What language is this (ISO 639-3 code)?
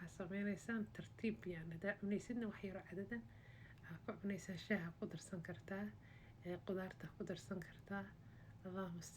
som